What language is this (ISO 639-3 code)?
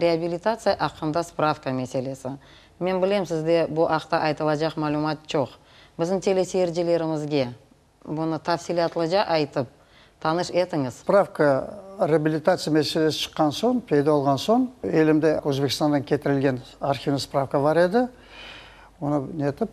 crh